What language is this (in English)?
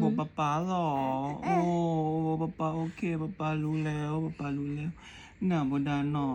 Lao